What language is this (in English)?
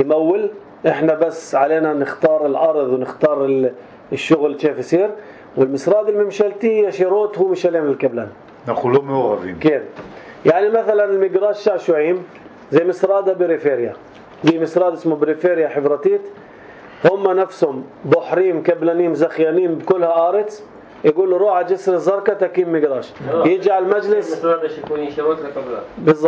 North Levantine Arabic